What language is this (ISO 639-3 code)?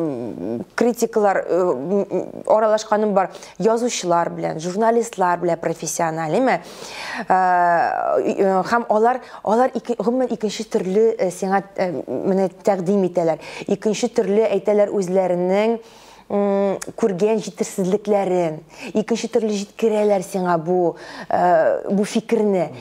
tat